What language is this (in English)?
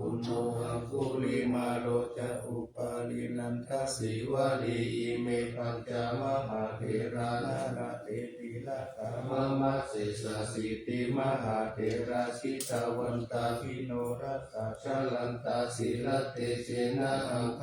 Pali